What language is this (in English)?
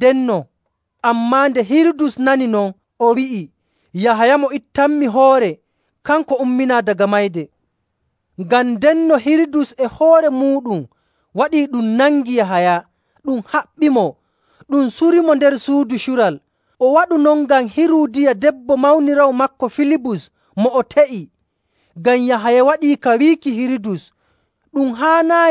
Nigerian Fulfulde